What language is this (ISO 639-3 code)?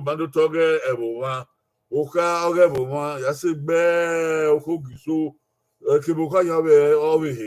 bin